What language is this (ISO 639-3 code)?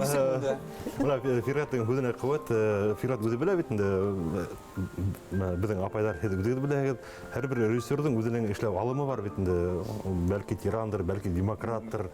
bak